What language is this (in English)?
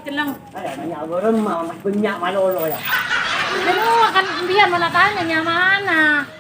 Madurese